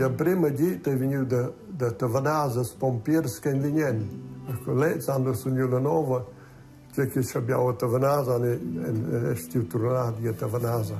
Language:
Romansh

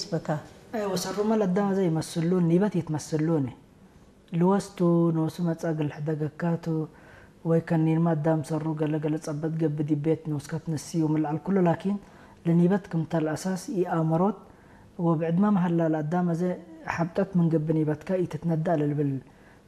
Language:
Tigre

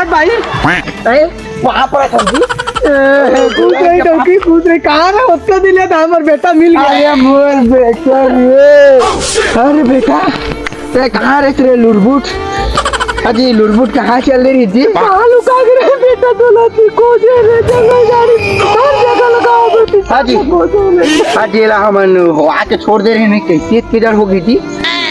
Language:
Chhattisgarhi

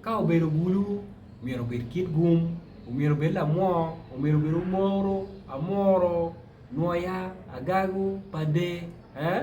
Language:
Acoli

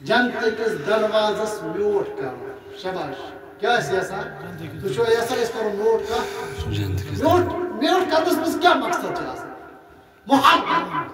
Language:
Kashmiri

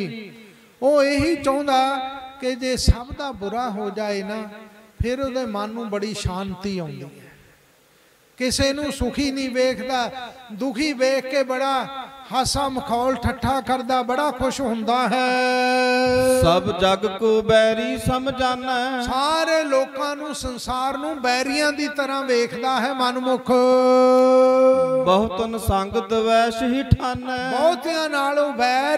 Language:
Punjabi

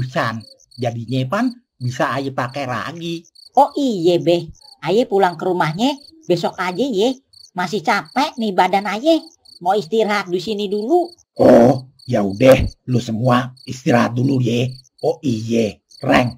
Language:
Betawi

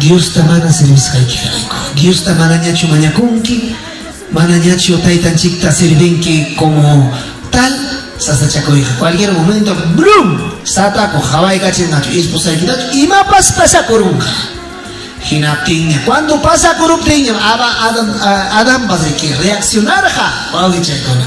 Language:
Ayacucho Quechua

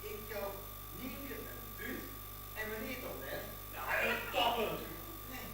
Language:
Western Frisian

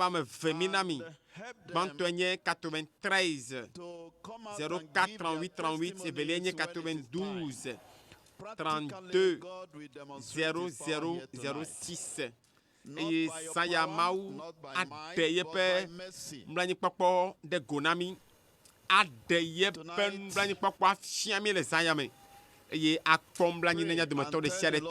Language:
Ewe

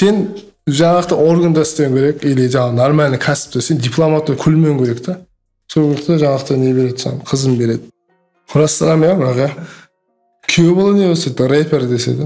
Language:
Kara-Kalpak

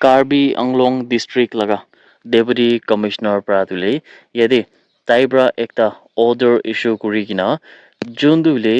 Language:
Naga Pidgin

